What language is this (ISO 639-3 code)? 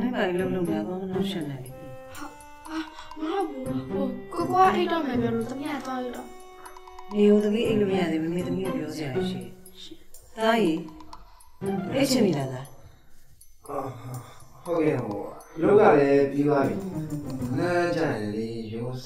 mya